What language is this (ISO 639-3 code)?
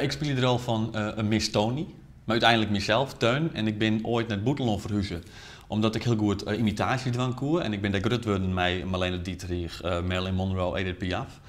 fry